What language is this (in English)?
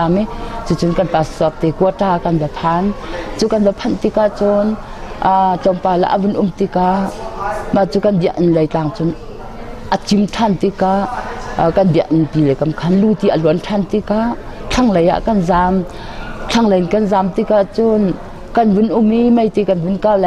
Hakha Chin